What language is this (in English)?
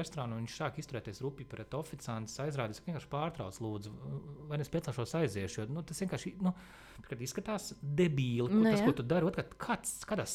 Latvian